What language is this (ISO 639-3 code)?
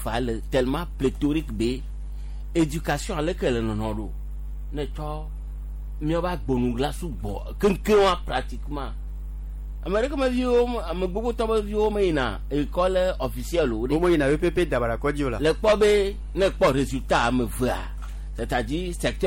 gej